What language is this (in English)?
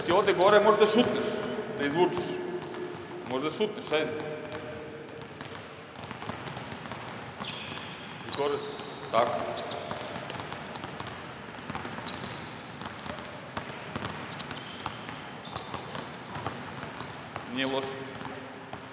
Serbian